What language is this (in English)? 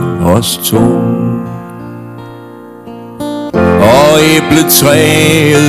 Danish